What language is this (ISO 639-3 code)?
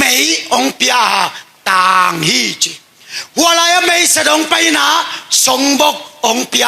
ctd